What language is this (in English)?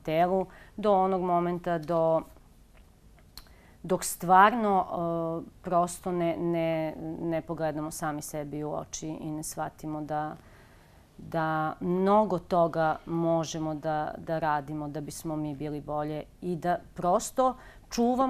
Serbian